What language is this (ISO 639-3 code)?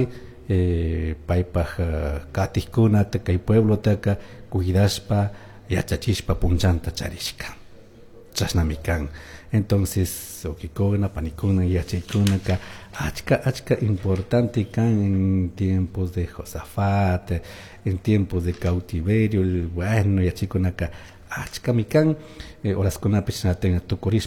qug